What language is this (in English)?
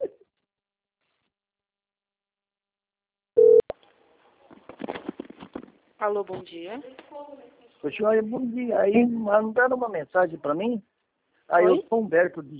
Portuguese